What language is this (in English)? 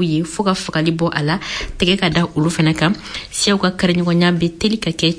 Bambara